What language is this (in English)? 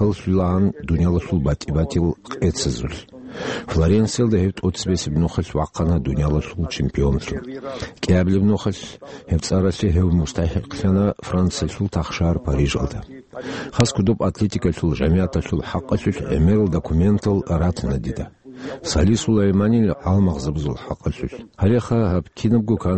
Avaric